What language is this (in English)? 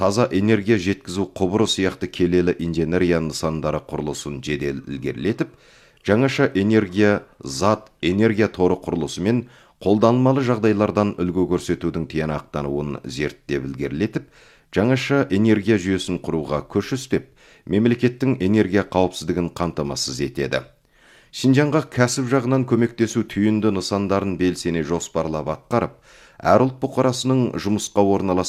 Kazakh